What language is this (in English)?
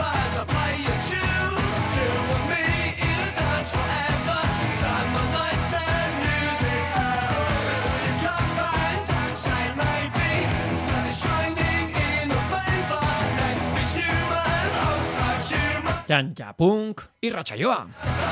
Basque